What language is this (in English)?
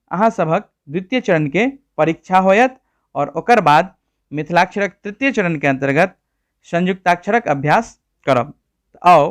Maithili